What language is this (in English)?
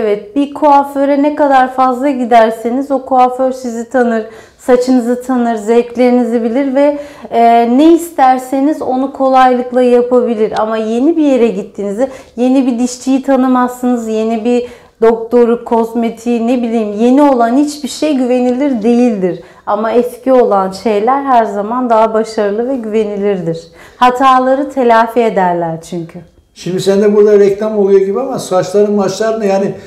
Turkish